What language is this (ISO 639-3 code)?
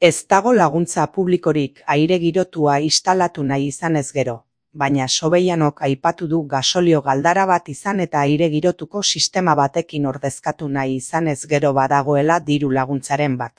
eus